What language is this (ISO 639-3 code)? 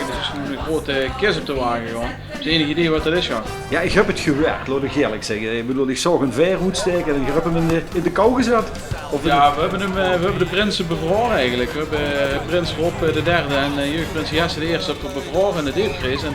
lim